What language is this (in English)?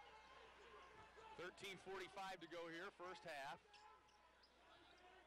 English